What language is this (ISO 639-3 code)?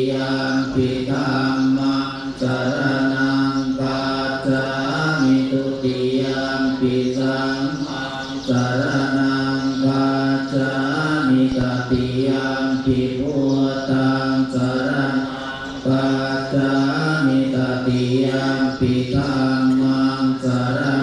pli